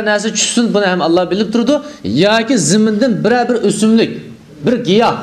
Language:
Uyghur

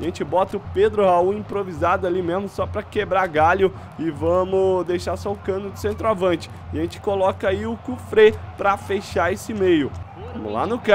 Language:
Portuguese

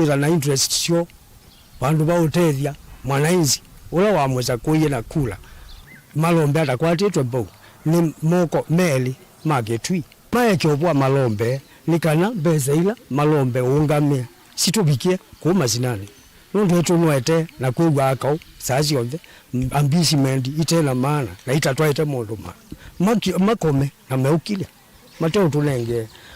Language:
Kamba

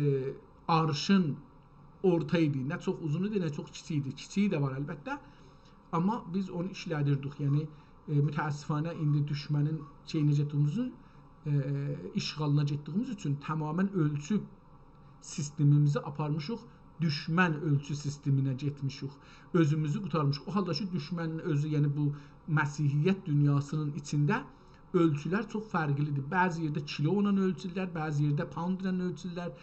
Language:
South Azerbaijani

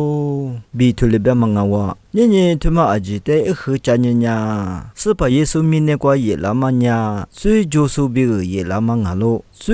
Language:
Lisu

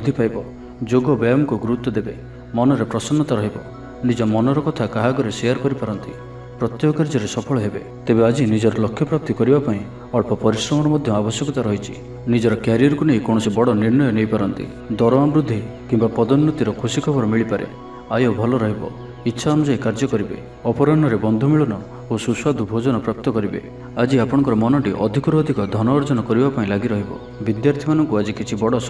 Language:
Odia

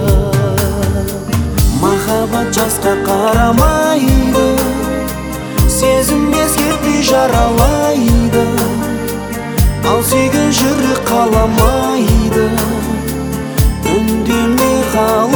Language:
Kazakh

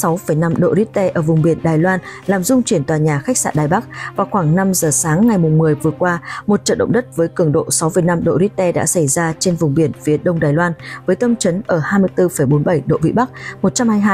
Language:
Vietnamese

